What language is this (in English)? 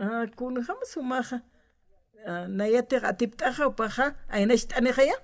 Aymara